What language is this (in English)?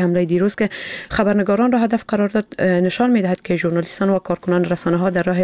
Persian